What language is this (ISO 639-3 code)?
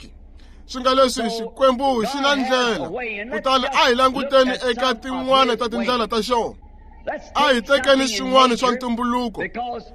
tso